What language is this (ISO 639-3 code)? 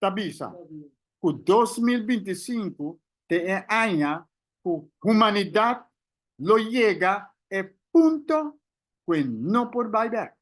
pap